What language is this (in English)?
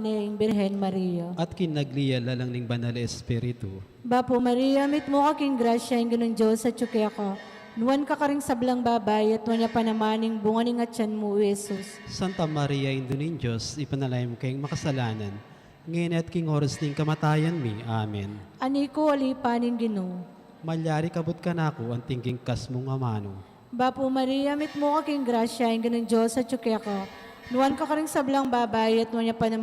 Pampanga